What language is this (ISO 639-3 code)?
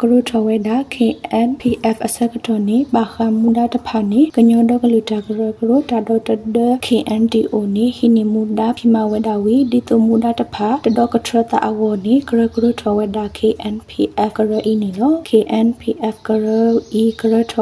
mya